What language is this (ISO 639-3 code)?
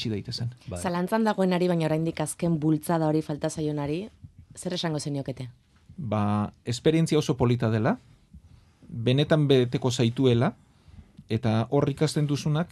eus